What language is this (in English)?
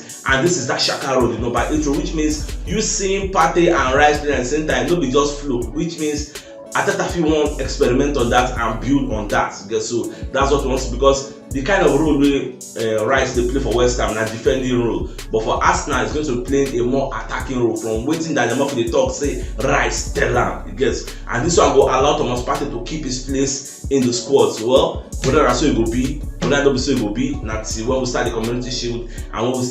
Nigerian Pidgin